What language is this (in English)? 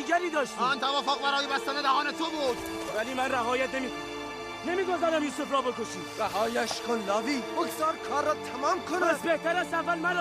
Tajik